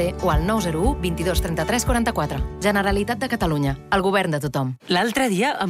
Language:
Catalan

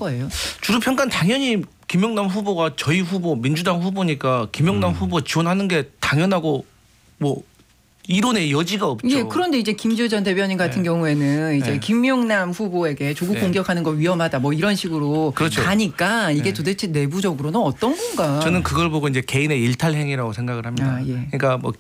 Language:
Korean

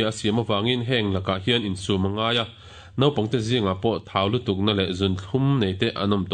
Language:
Mizo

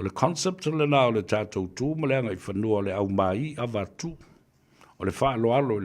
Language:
Samoan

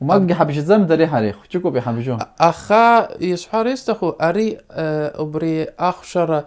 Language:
Abkhazian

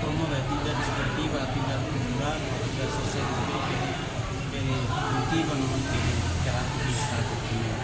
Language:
Tetum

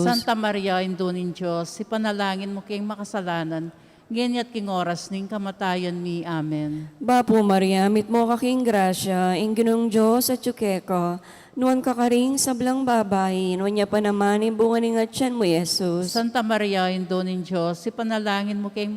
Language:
Pampanga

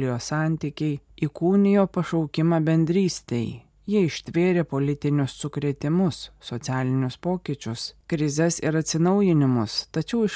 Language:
Lithuanian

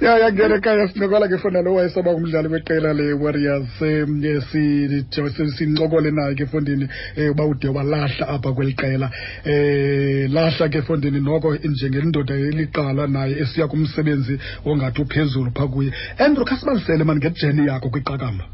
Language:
Xhosa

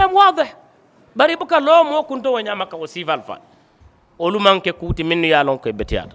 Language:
Mandingo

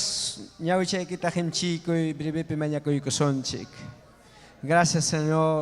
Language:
Ayacucho Quechua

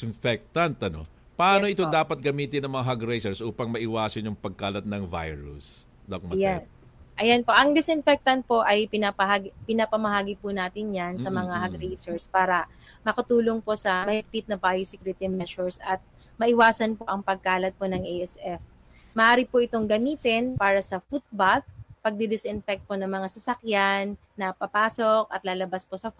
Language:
Filipino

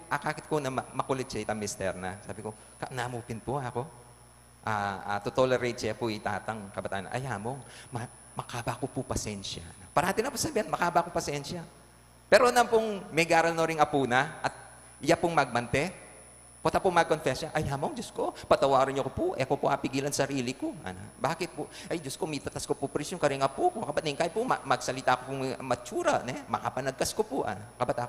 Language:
Pampanga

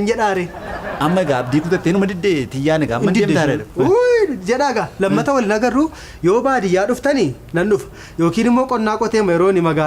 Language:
Oromo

